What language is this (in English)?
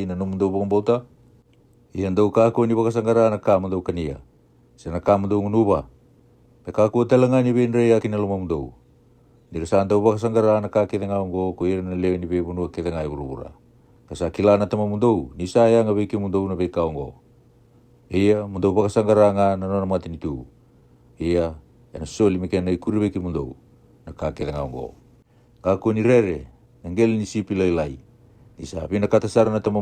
Fijian